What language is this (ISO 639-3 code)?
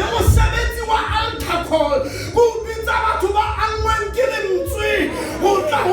sot